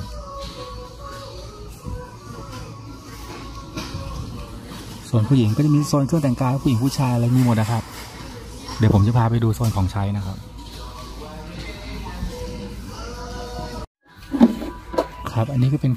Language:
Thai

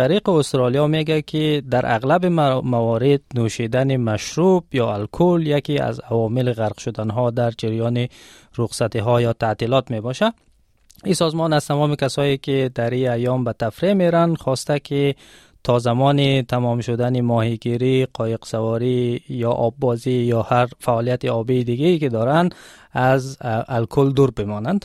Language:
Tajik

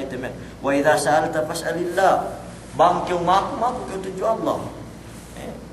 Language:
Yakan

